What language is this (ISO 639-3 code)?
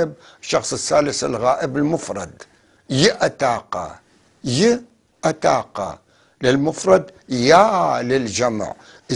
apc